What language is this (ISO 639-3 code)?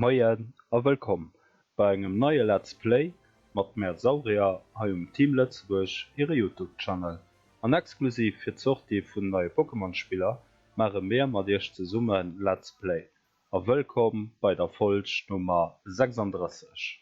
ltz